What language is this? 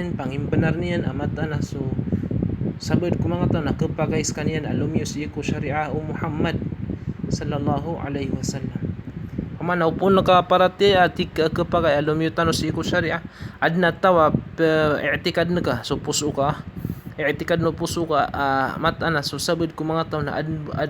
Maranao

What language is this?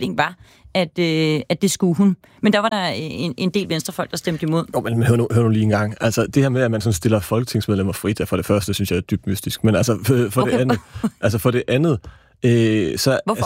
Danish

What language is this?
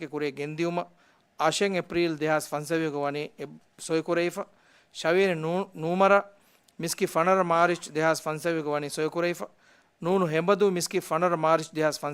Divehi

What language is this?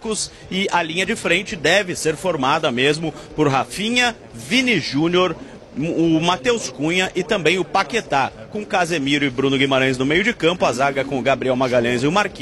Portuguese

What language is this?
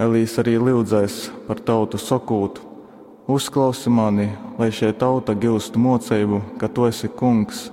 Latgalian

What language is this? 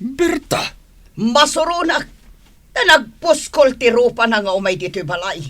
Iloko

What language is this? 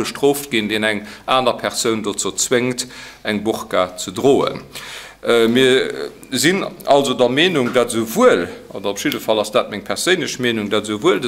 Luxembourgish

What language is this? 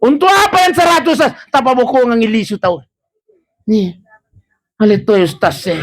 Buginese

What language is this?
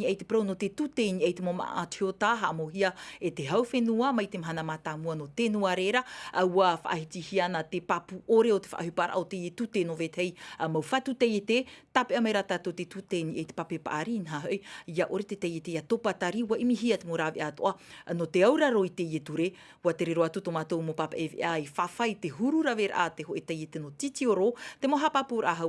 Tahitian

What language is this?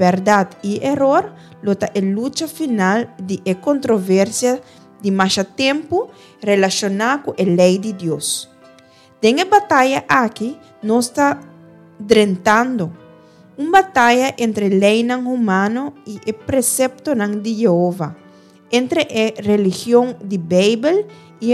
Papiamento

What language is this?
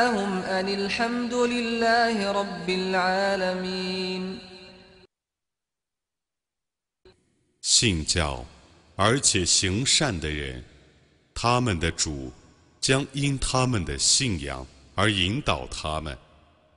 Chinese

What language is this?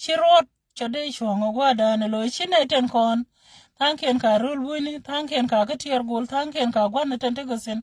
Nuer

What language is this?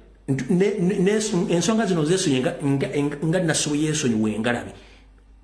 Ganda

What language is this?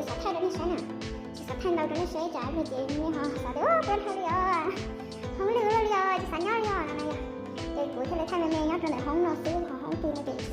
Hmong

